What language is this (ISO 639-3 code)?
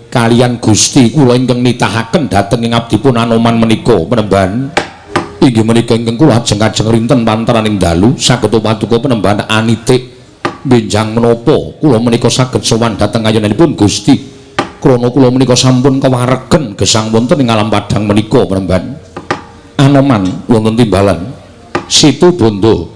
jav